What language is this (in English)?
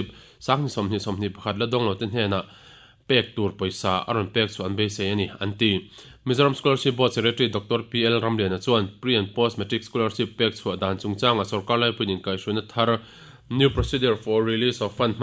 Mizo